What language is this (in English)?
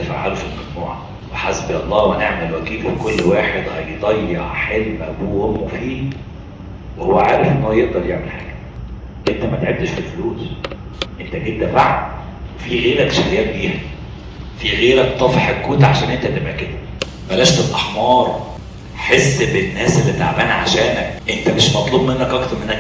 Egyptian Arabic